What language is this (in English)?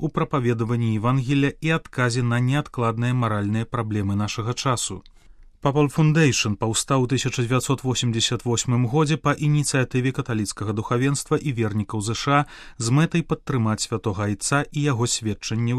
Belarusian